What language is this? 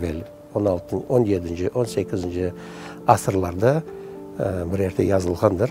Crimean Tatar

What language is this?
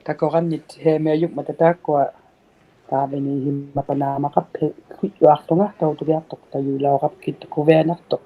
Inuktitut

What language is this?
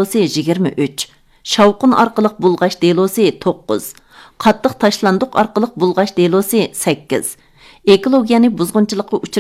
Uyghur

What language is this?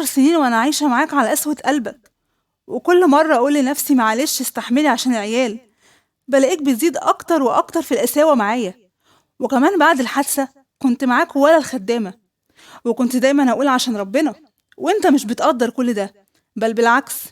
Egyptian Arabic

